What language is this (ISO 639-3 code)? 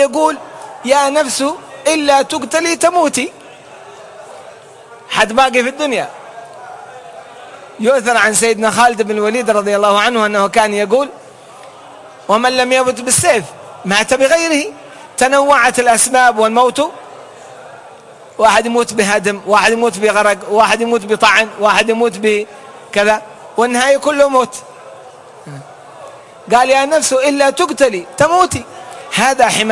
ara